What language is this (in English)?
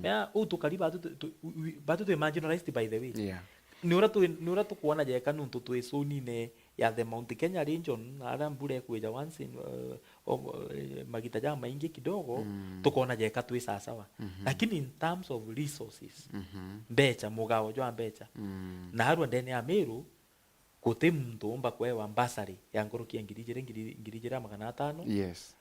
Meru